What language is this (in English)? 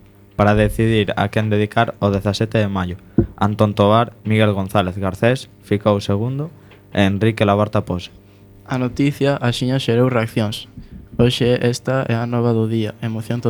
Galician